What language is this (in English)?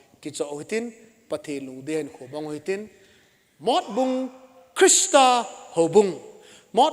Thado Chin